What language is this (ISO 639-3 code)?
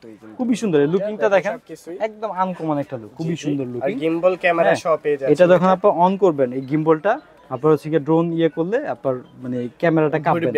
ben